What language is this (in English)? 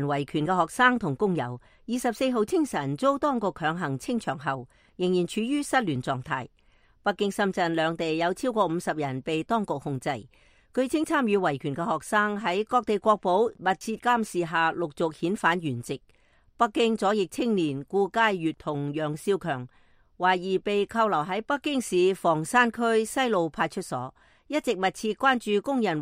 Cantonese